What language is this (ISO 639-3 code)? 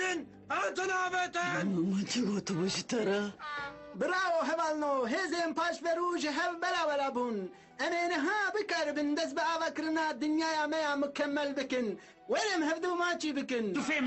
kur